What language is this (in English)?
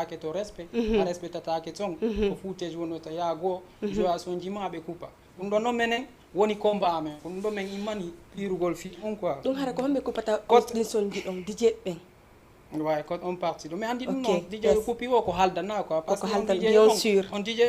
Fula